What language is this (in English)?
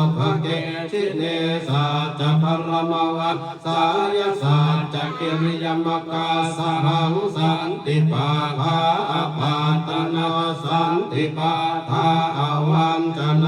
Pali